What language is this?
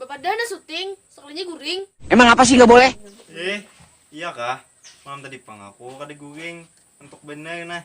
Banjar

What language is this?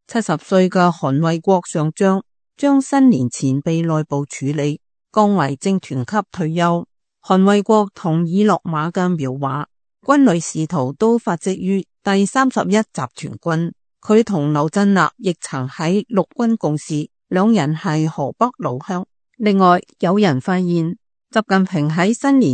Cantonese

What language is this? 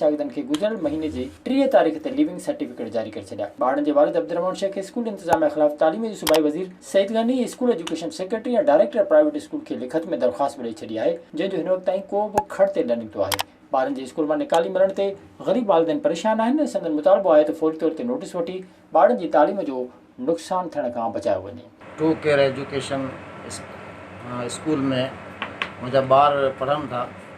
Sindhi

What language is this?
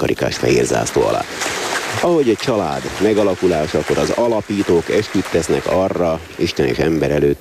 Hungarian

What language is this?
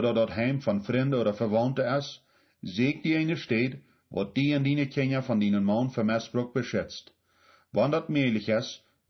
Plautdietsch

